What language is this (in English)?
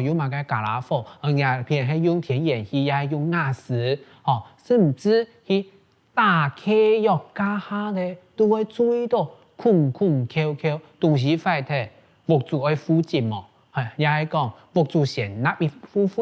Hakka Chinese